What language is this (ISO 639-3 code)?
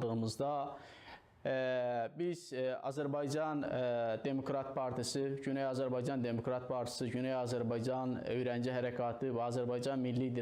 azb